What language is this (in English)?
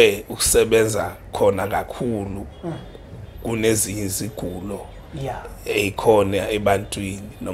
Zulu